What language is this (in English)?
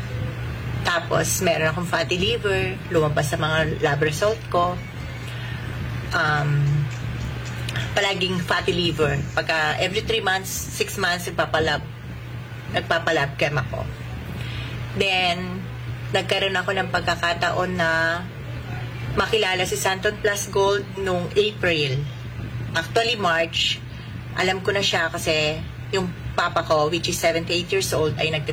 Filipino